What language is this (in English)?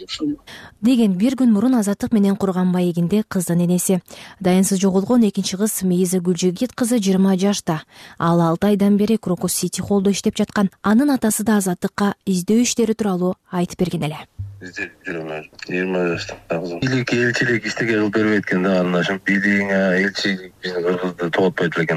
Kyrgyz